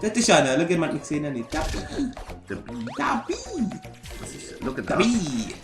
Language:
Swiss German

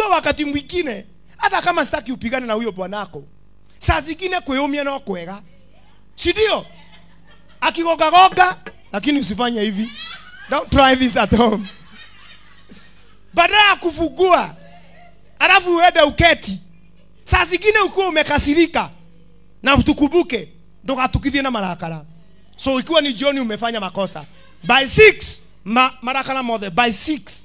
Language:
Swahili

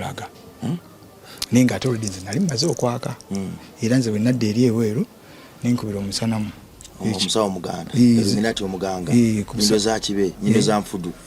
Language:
Ganda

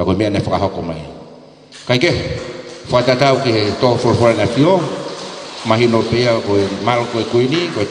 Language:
Tongan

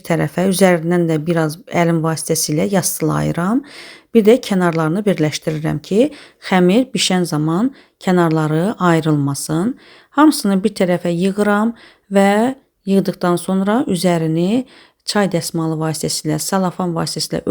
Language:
Azerbaijani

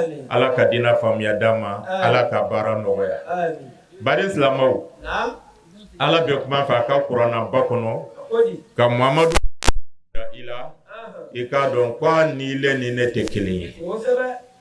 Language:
Bambara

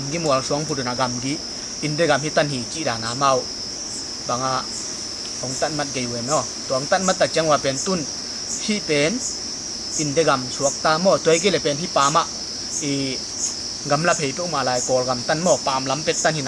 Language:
Tedim Chin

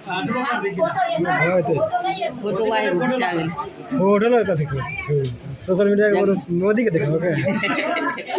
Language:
Maithili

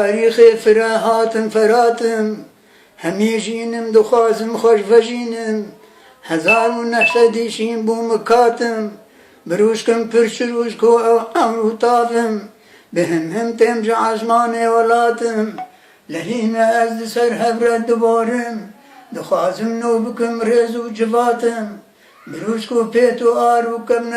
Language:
Kurdish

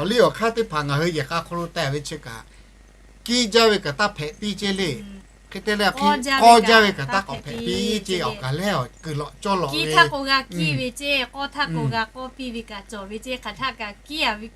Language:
Lahu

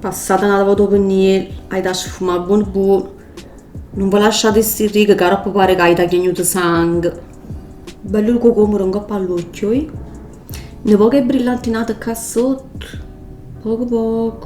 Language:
Neapolitan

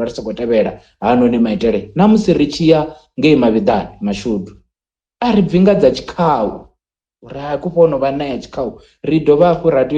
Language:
Venda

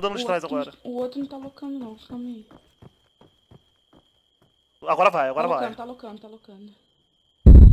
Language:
Portuguese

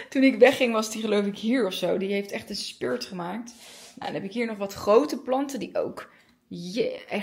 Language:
Dutch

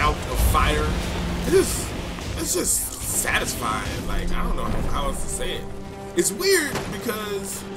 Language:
English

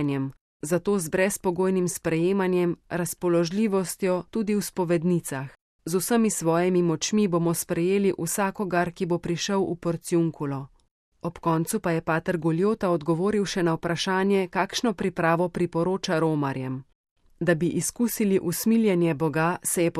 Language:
Slovenian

